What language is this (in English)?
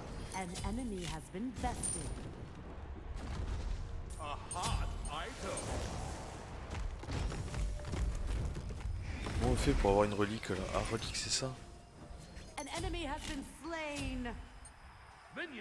French